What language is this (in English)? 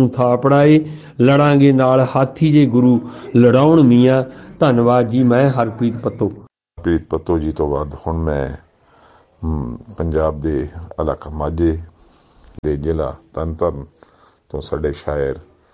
Punjabi